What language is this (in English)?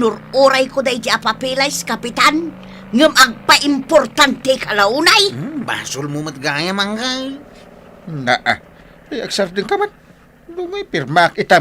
Iloko